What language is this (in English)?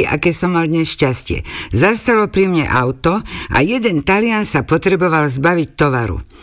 Slovak